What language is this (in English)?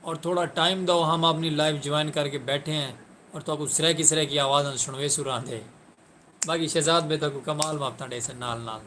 Saraiki